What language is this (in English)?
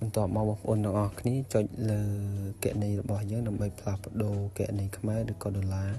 Khmer